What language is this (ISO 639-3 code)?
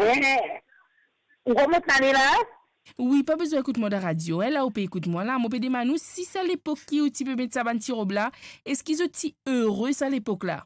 mfe